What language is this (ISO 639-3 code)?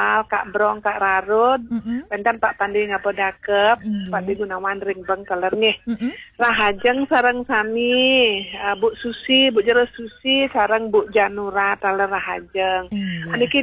ban